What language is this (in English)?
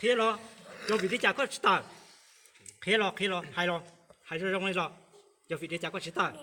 Hmong